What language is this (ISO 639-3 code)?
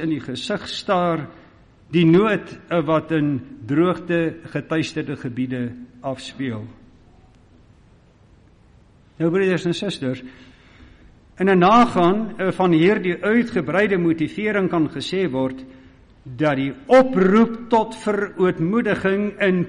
afr